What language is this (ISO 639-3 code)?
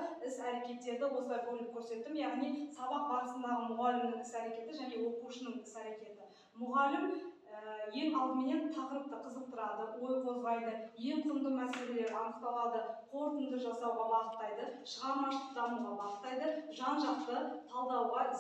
kaz